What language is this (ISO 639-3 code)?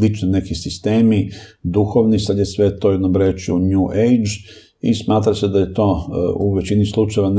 srp